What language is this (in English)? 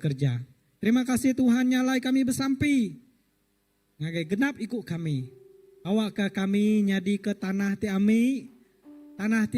Iban